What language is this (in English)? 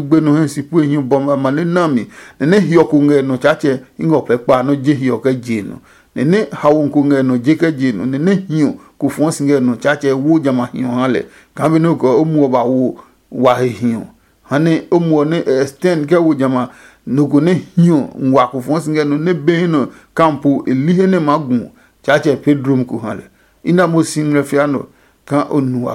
Adangme